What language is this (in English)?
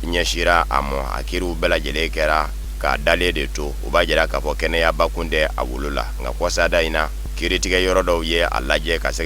Bambara